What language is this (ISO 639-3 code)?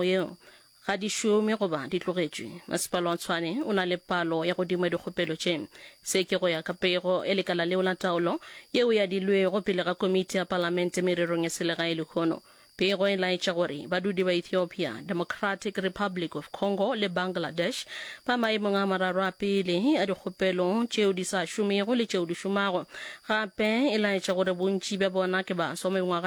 nso